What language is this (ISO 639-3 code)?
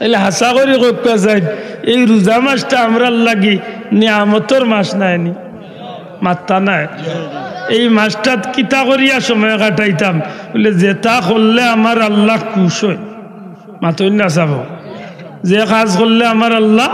syl